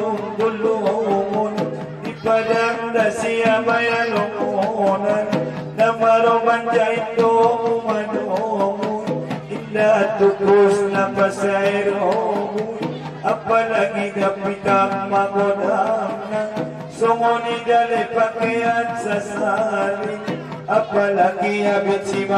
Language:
Batak Angkola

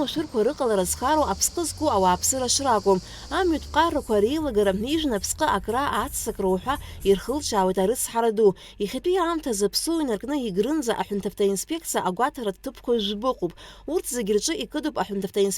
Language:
Abkhazian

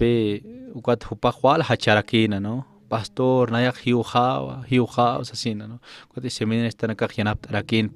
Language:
Aymara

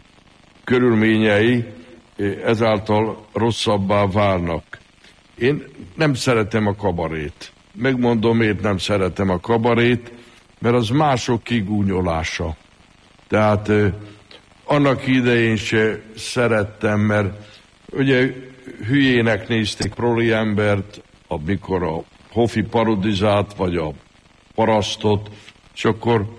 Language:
Hungarian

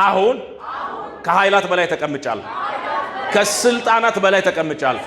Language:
Amharic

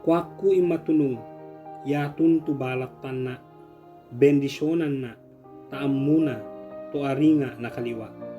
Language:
Ibanag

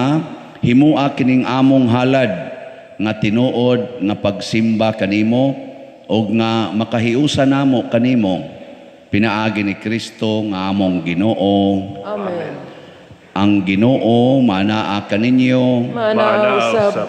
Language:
Cebuano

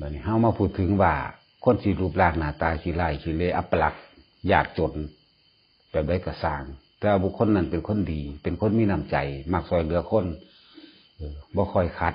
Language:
Northeastern Thai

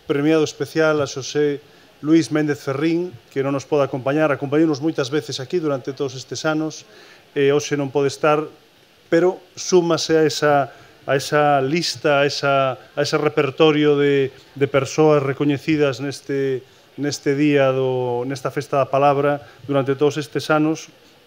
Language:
Galician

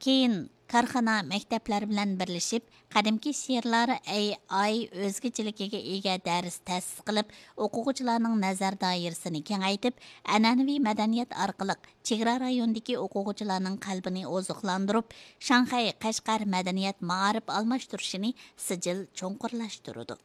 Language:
Uyghur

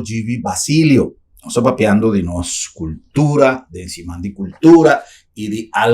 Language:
Papiamento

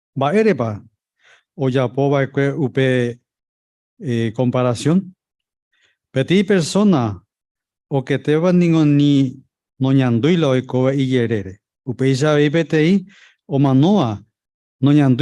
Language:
Guarani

